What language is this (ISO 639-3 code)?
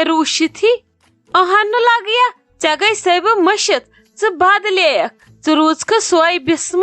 kas